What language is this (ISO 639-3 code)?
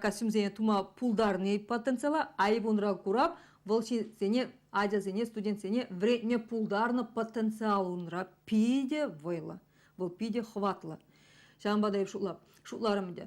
chv